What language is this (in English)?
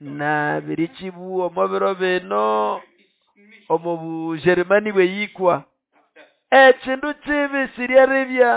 Nande